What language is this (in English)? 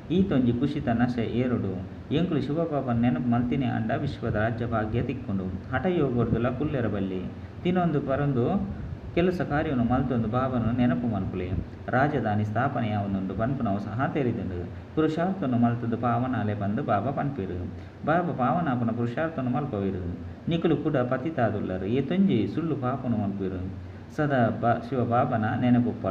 Tulu